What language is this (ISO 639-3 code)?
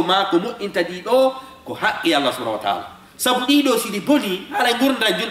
ful